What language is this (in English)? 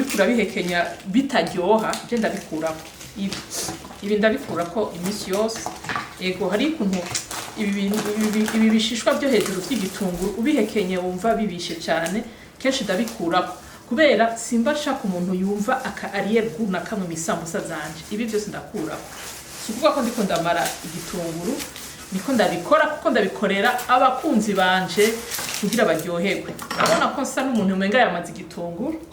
Rundi